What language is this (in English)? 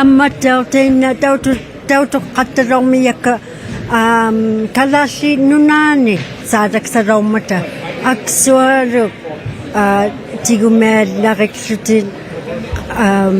Inuktitut